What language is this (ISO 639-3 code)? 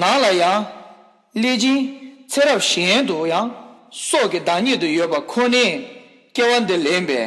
bod